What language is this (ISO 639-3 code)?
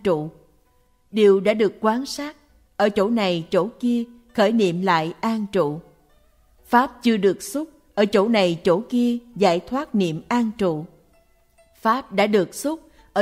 vie